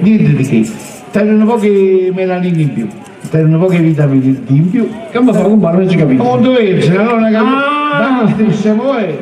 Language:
Neapolitan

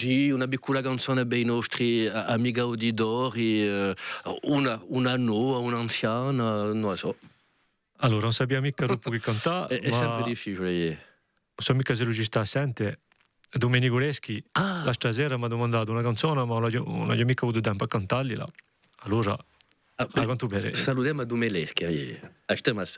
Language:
Corsican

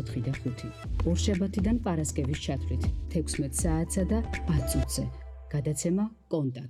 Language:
Georgian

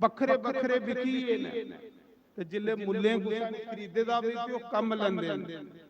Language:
Dogri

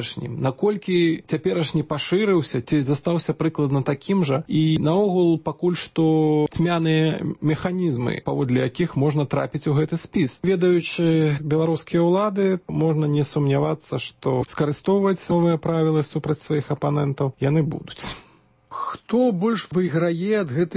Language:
Belarusian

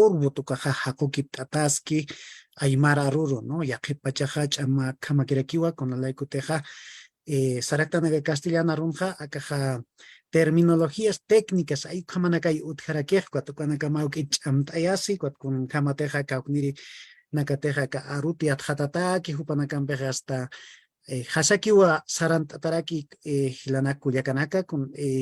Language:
Aymara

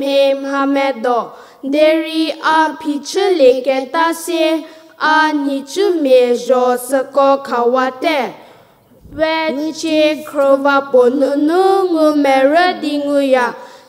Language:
Angami Naga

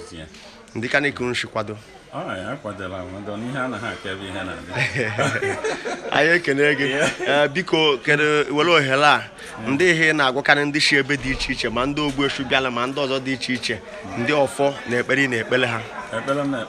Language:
Igbo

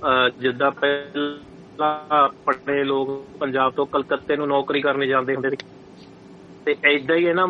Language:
Punjabi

